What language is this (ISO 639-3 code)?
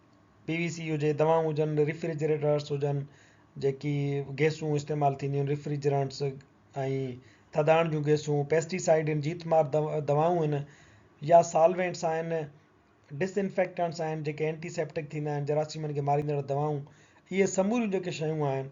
snd